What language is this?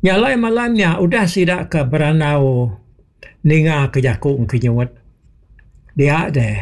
Iban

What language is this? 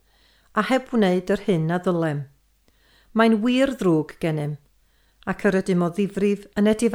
Welsh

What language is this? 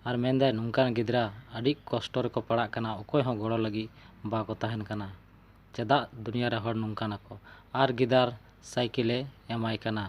Santali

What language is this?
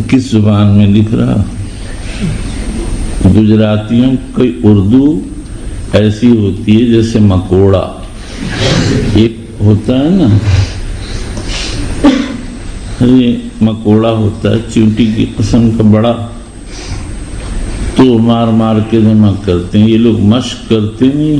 Urdu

